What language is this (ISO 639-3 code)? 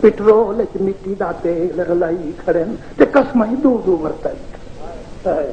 skr